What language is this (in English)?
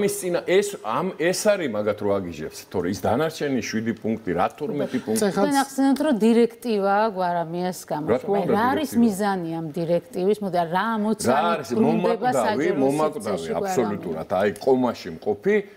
Georgian